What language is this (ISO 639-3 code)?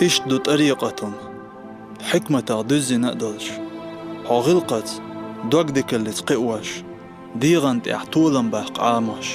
che